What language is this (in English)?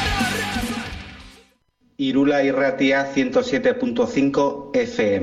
Basque